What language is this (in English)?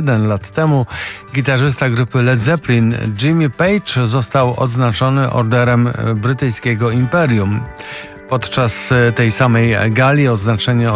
Polish